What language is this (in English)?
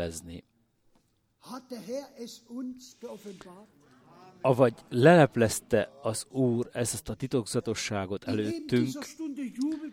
Hungarian